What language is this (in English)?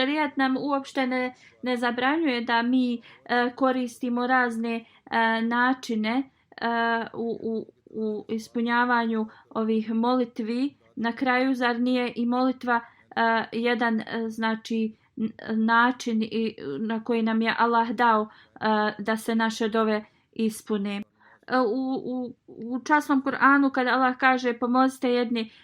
Bosnian